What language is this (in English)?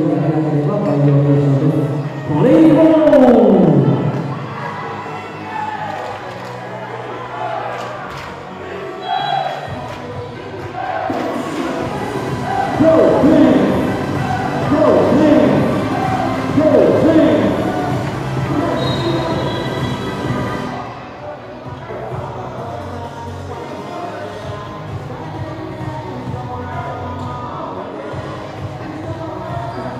Japanese